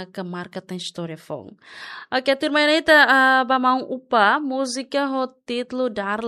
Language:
Tetum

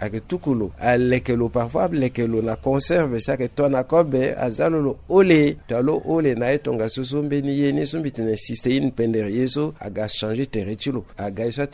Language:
Sango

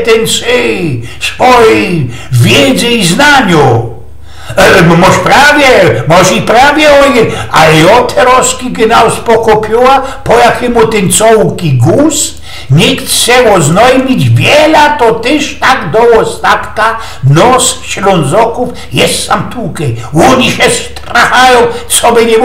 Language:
Silesian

